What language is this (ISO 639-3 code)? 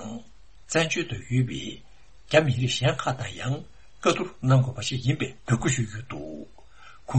bod